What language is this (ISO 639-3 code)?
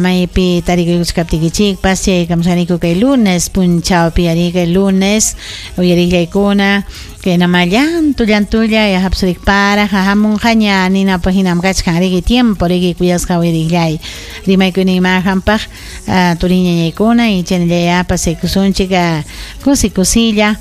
quy